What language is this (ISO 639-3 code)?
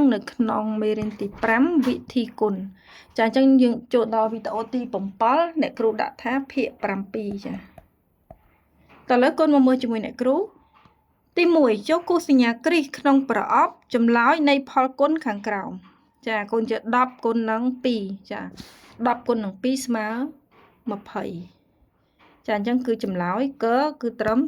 khm